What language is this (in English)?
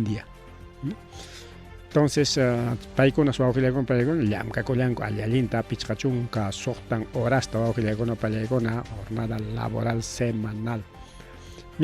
Ayacucho Quechua